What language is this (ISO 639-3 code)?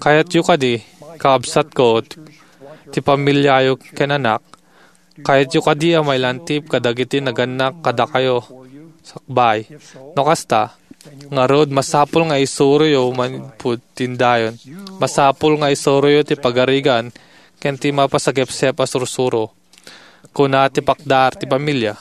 ilo